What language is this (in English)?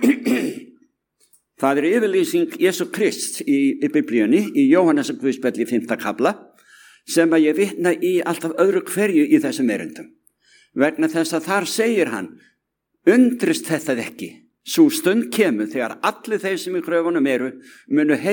Icelandic